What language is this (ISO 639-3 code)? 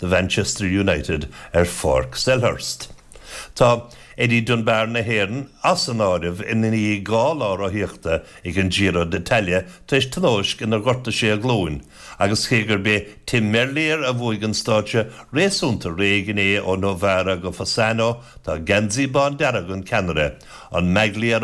gle